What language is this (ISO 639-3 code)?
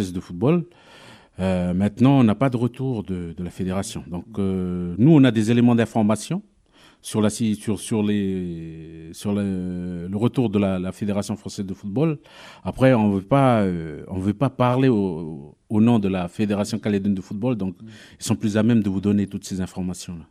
fra